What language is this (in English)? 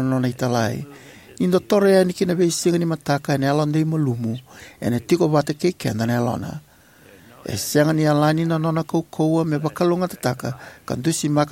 Fijian